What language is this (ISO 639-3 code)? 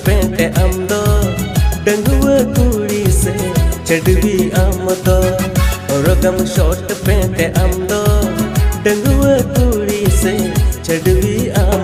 sat